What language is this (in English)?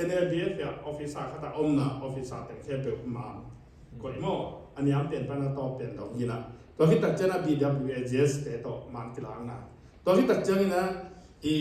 Tedim Chin